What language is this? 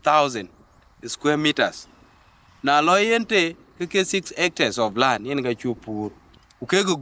Dinka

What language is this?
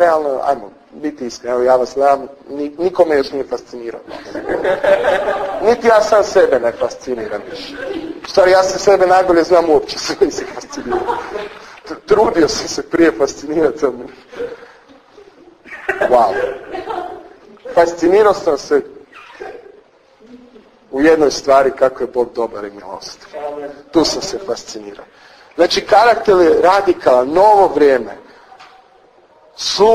Croatian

